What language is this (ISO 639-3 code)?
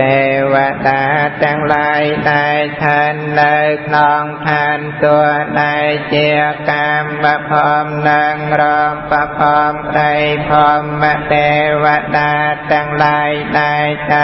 khm